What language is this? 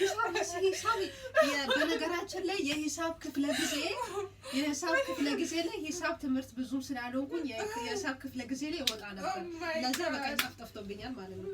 Amharic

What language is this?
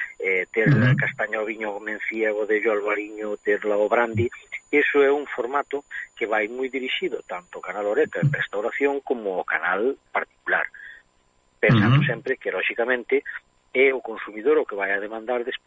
Galician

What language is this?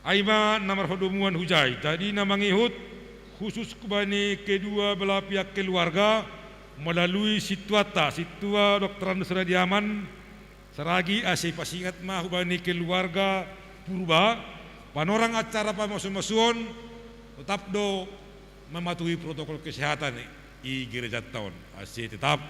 Batak Simalungun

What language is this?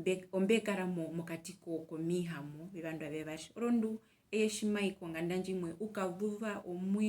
Herero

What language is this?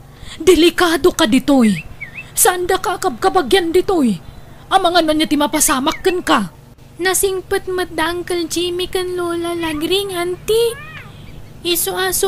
Iloko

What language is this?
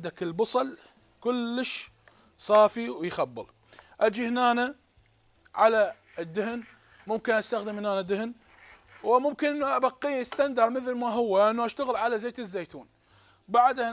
Mesopotamian Arabic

